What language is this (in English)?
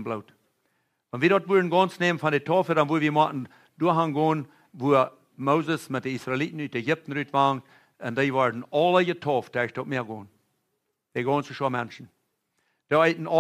Plautdietsch